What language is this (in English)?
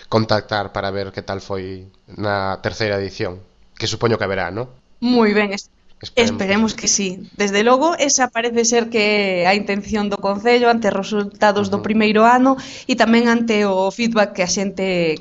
Galician